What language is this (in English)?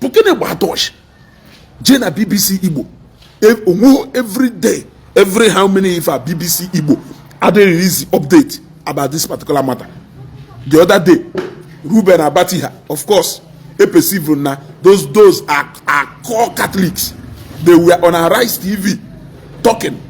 Igbo